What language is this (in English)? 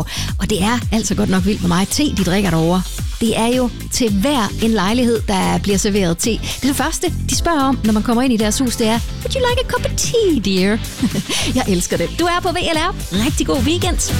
Danish